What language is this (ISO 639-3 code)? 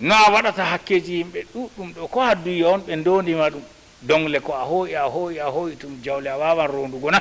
ful